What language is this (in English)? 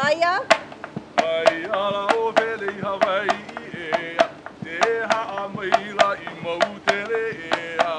Hawaiian